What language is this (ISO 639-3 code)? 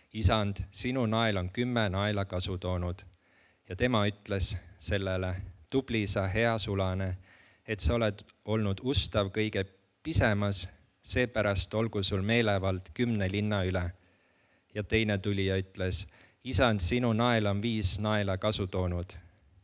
est